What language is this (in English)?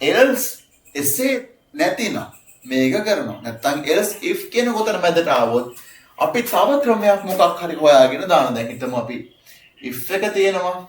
Sinhala